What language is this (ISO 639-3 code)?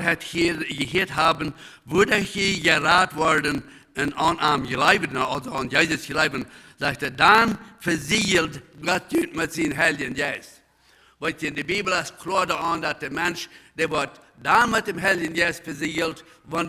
pdt